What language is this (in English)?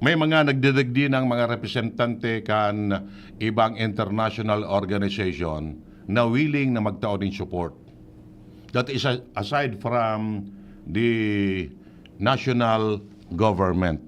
Bikol